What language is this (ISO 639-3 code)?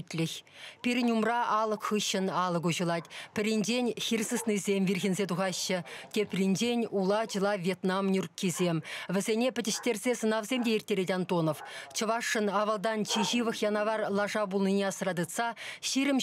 chv